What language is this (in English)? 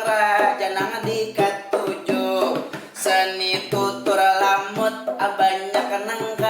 Banjar